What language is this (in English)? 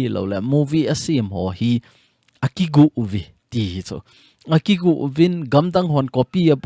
Thado Chin